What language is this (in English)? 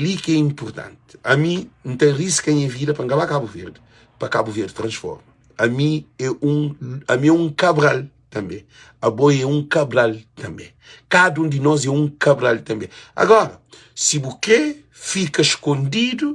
Kabuverdianu